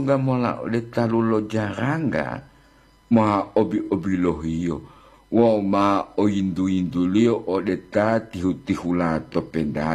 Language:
Gorontalo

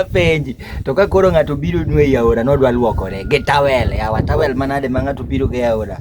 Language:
Luo (Kenya and Tanzania)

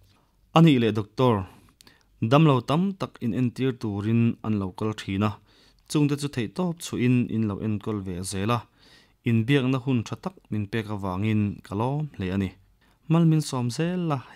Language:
Mizo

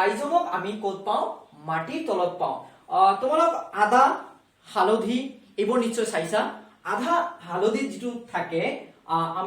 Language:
Assamese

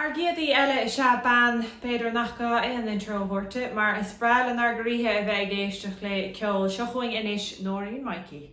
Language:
Irish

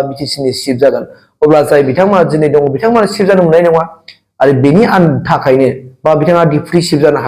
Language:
Bodo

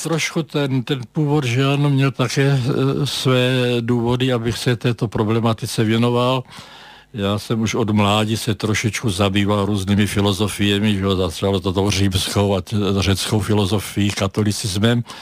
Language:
Czech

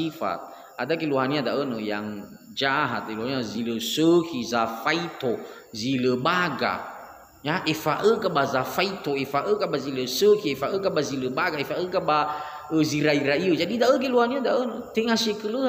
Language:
Nias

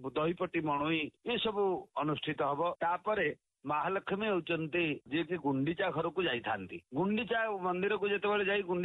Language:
Odia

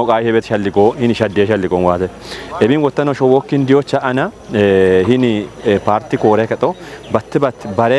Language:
Kafa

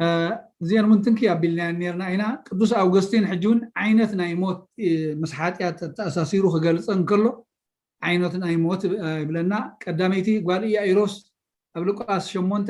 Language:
Tigrinya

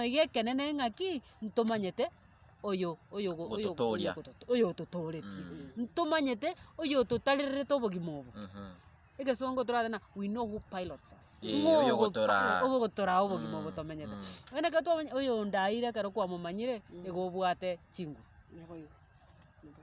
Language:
Gusii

